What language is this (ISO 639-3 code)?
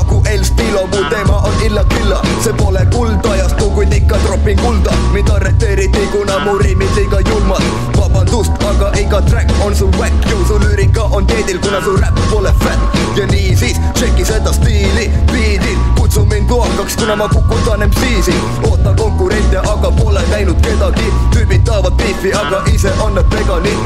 est